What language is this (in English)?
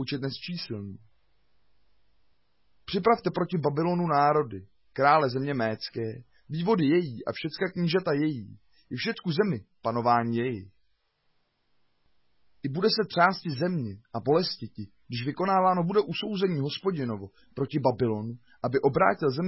Czech